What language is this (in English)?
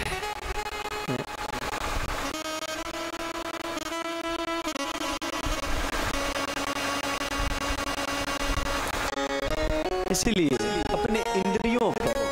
Hindi